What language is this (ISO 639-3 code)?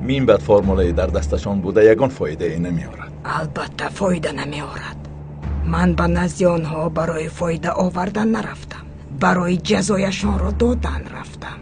tgk